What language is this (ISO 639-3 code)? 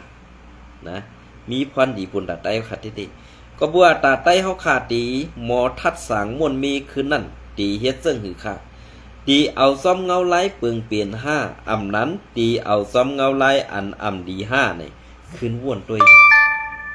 shn